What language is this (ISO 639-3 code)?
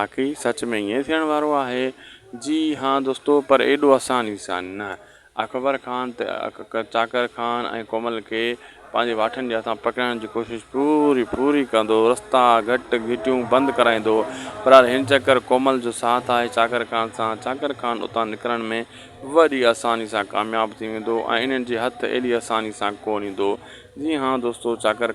snd